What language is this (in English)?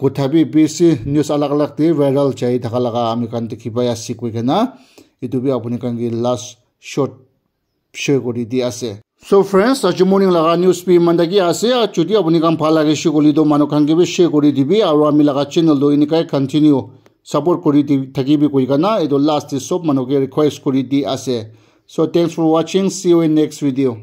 Naga Pidgin